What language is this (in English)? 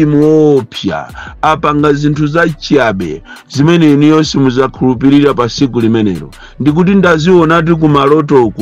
Nyanja